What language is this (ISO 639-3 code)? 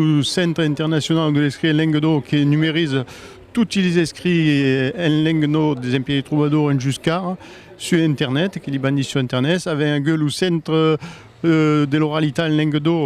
oci